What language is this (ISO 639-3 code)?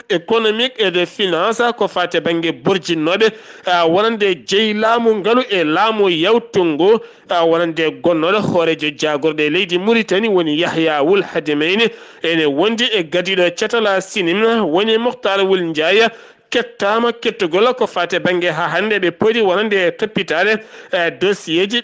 ful